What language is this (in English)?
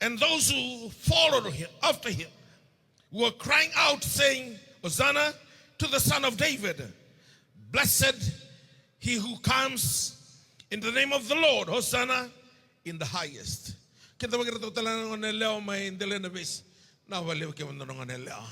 Fijian